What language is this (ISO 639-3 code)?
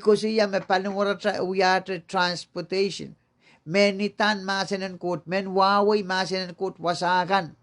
pon